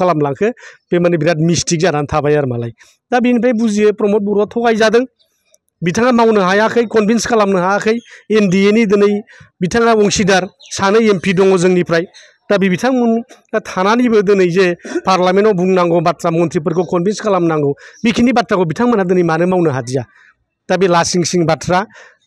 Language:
Bodo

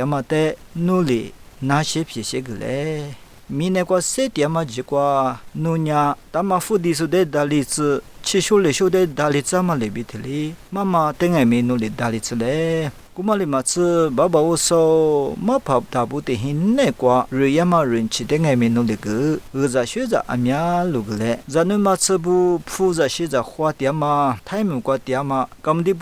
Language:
Lisu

